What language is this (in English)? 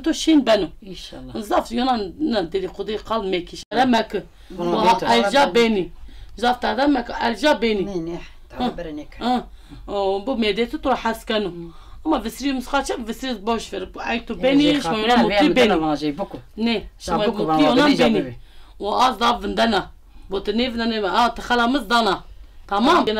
Zaza